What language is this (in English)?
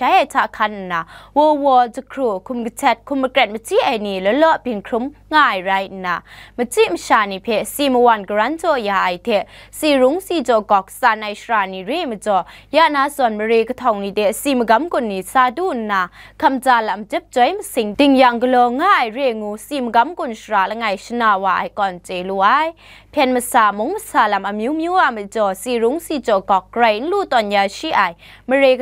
Kachin